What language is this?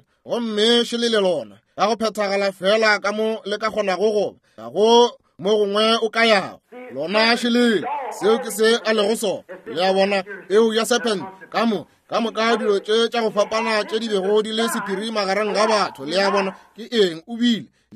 Northern Sotho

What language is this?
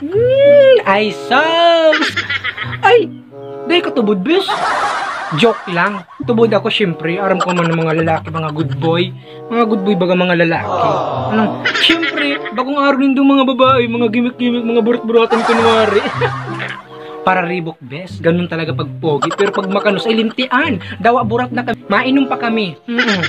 Bikol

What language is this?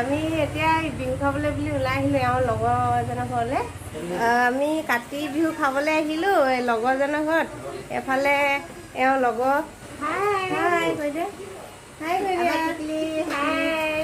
Assamese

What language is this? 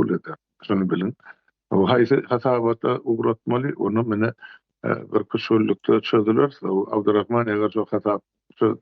Turkmen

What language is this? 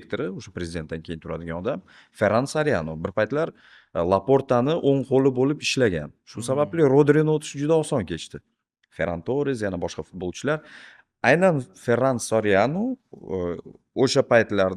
Uzbek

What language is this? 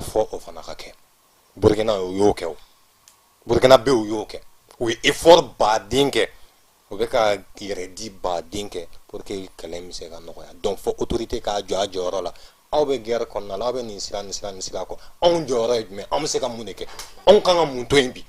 Bambara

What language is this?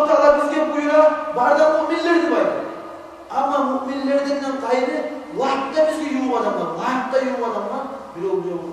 Kumyk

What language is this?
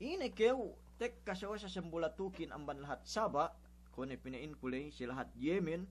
Yakan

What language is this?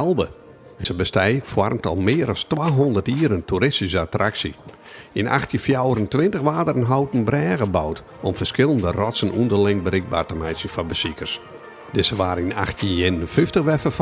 Western Frisian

